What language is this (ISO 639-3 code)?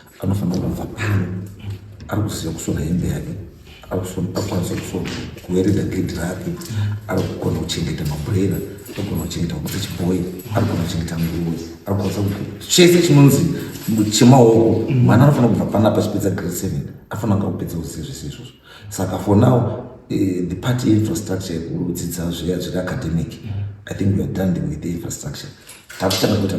sna